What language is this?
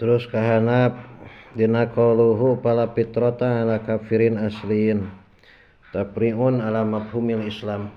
Sundanese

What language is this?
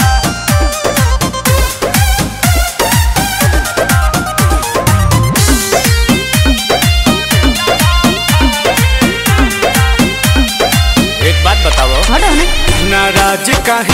Bhojpuri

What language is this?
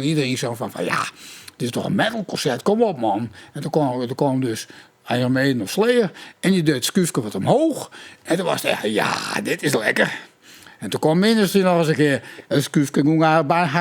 Western Frisian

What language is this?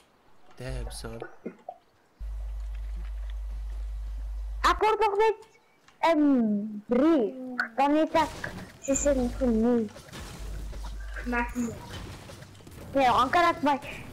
Afrikaans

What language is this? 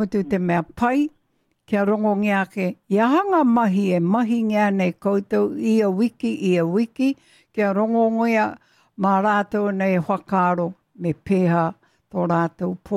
Māori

